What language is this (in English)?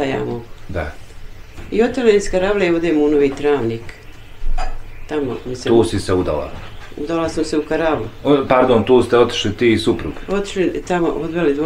Bosnian